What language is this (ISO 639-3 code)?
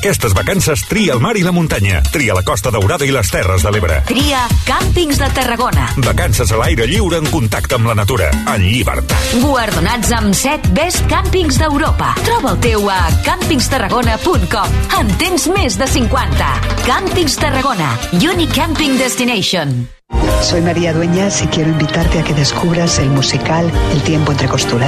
cat